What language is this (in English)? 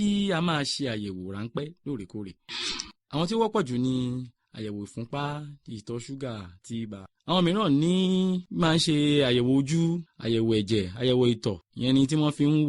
Yoruba